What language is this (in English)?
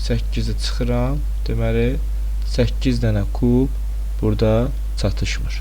Azerbaijani